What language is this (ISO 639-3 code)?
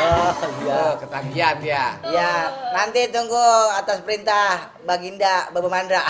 bew